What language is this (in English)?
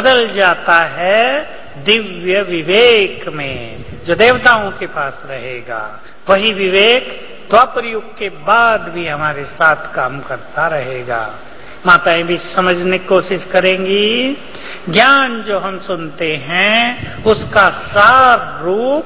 Hindi